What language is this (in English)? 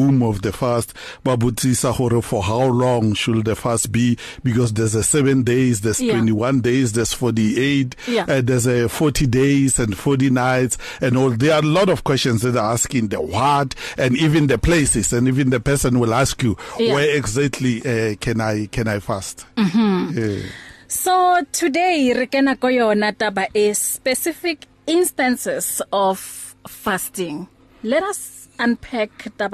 English